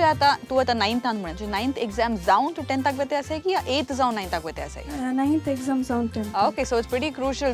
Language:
Konkani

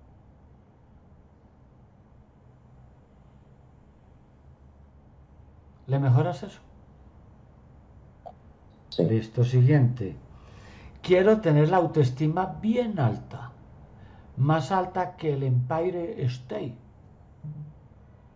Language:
Spanish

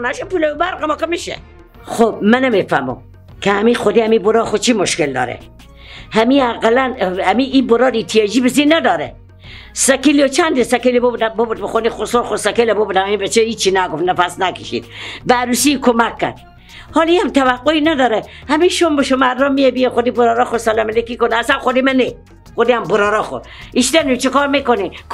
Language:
Persian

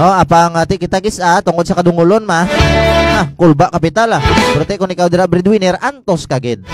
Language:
Hiligaynon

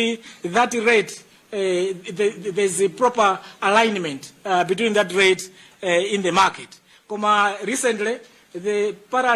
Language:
Nyanja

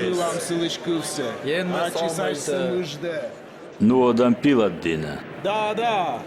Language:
Komi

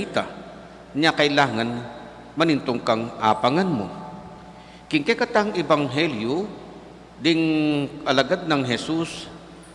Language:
Pampanga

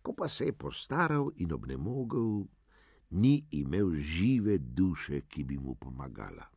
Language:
Slovenian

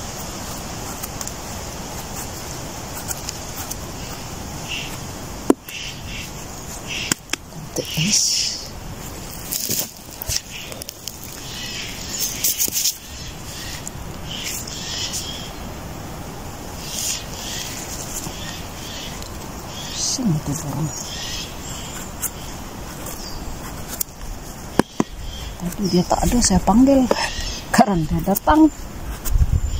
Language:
Malay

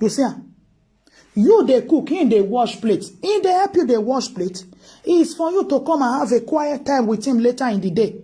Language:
Nigerian Pidgin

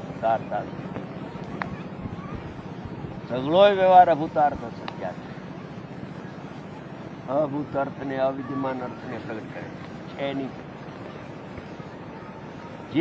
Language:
Gujarati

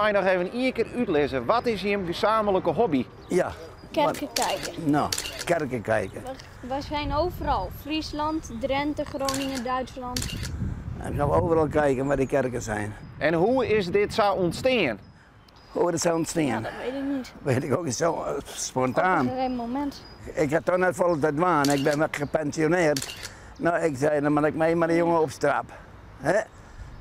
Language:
Western Frisian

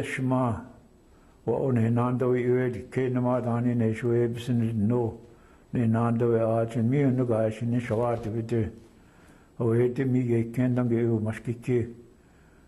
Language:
Chippewa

